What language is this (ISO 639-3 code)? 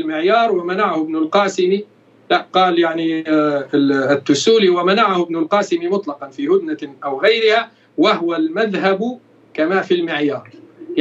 ara